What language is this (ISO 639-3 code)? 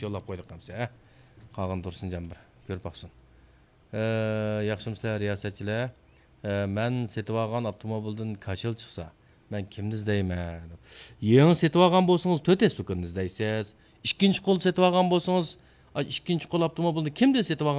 uig